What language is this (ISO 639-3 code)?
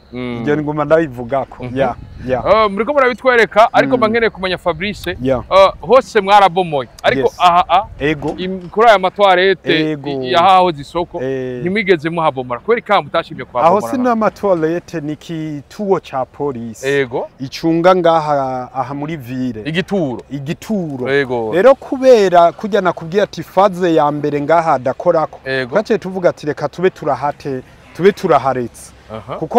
run